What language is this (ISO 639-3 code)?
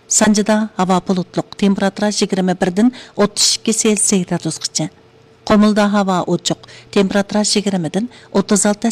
uig